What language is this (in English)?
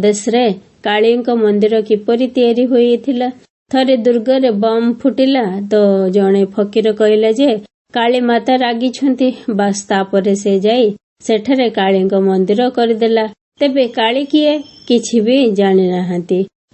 Odia